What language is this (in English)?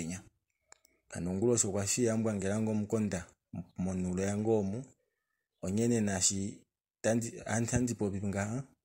Kuanyama